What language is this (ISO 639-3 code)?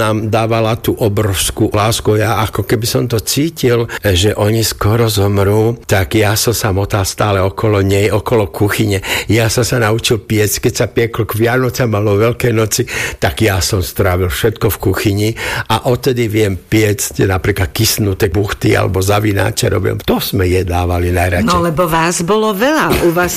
slk